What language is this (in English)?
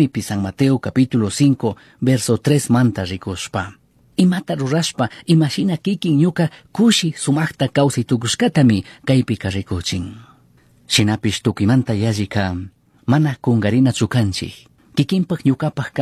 Chimborazo Highland Quichua